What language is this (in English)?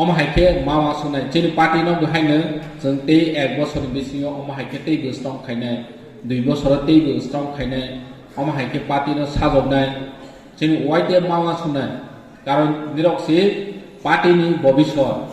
Kok Borok